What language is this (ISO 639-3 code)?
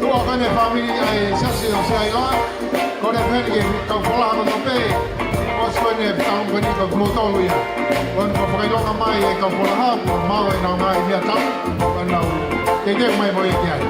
ton